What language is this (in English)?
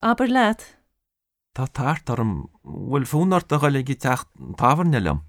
Irish